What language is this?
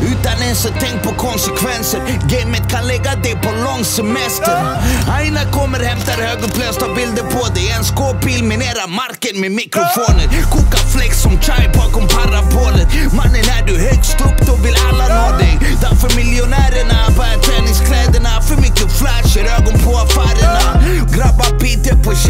Swedish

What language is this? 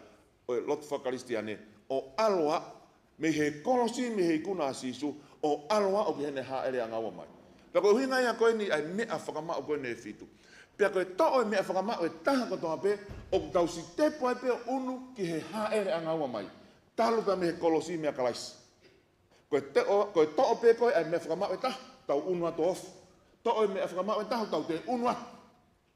Tongan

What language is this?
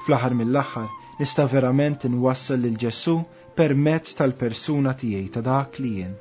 Maltese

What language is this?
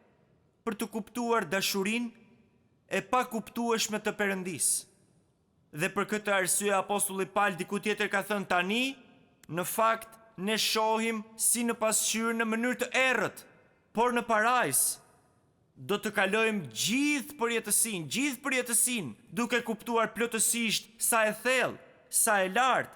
Albanian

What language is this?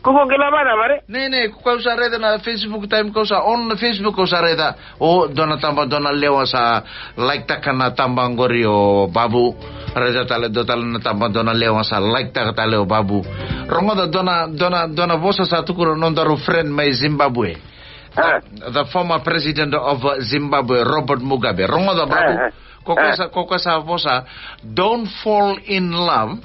Fijian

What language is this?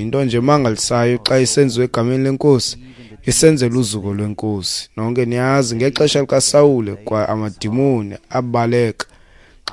Xhosa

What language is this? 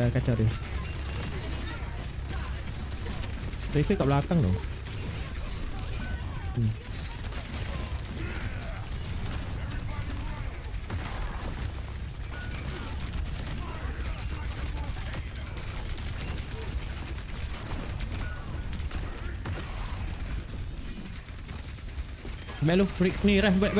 Malay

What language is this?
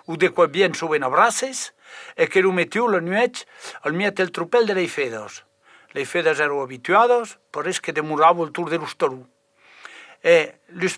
Occitan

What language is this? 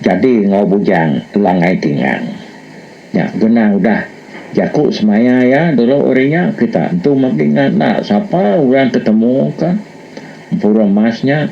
Iban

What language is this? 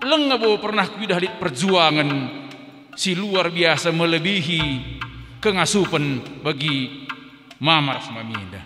Batak Karo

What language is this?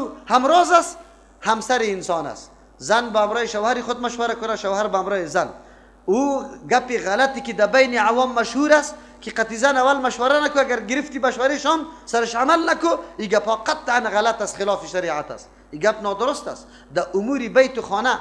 Persian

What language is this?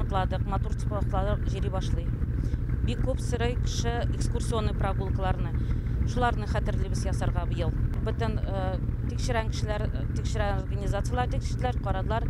Tatar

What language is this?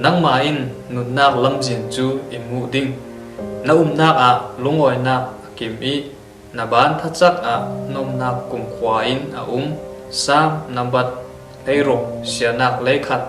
Falam Chin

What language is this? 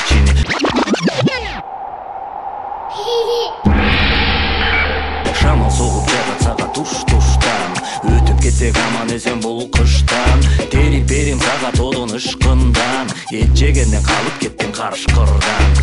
Kyrgyz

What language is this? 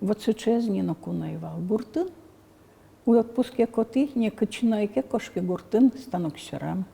Udmurt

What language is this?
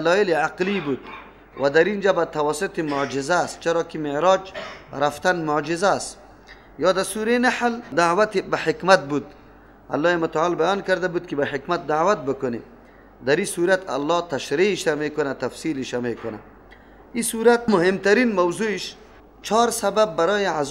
Persian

